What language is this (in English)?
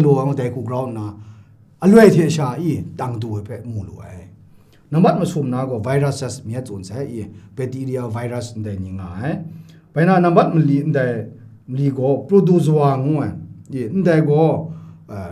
Kachin